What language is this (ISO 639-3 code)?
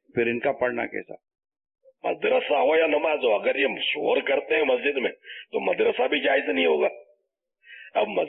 urd